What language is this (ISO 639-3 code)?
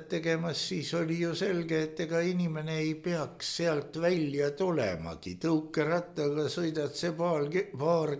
est